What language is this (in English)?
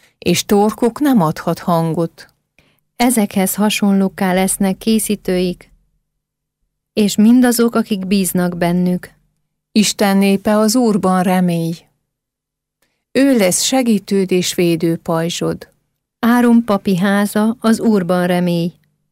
Hungarian